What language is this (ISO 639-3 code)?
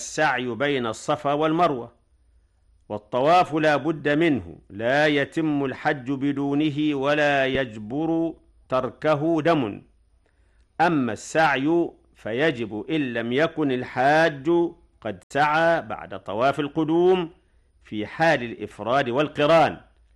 ara